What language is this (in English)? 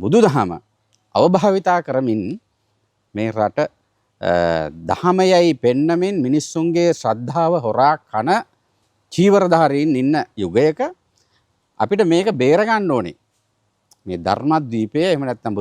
Sinhala